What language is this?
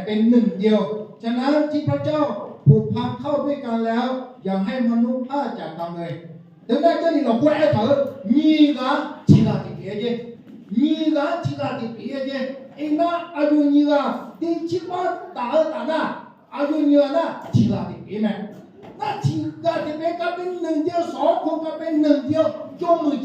Akha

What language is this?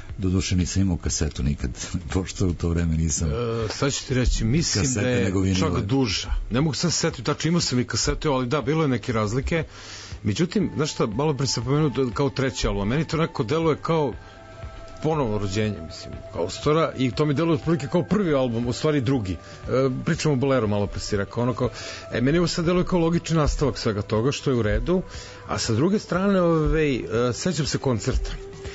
Serbian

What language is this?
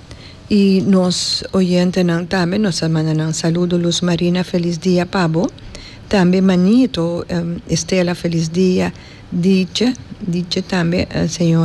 Papiamento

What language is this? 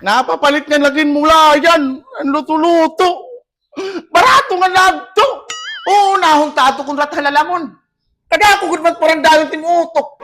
Waray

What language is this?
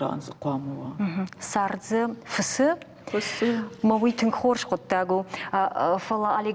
Ossetic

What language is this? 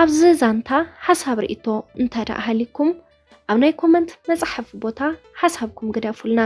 Tigrinya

